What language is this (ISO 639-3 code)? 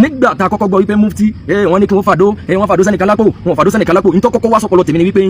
yor